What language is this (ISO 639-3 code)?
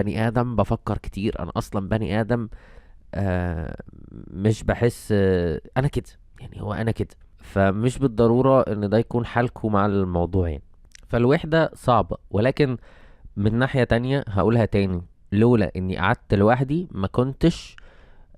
arz